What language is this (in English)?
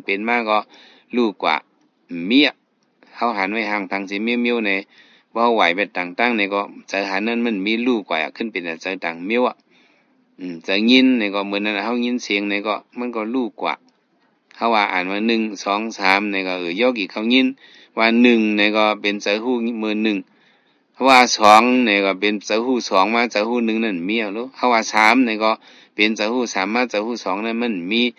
Shan